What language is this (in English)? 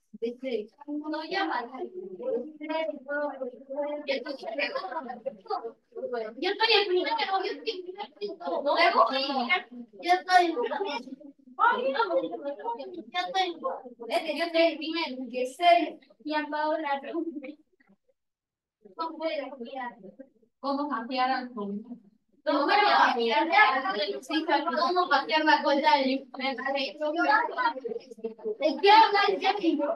Spanish